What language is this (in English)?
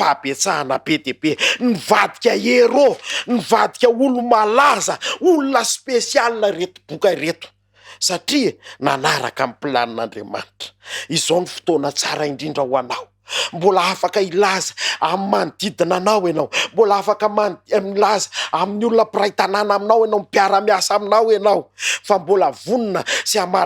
Malagasy